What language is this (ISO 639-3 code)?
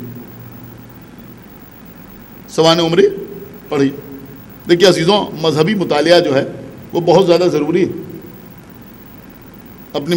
urd